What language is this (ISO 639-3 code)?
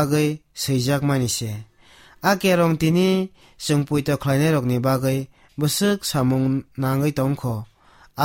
trp